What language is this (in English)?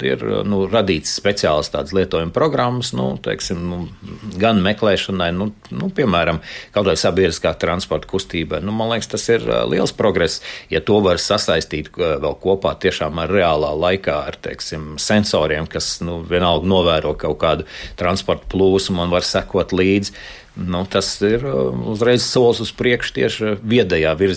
Latvian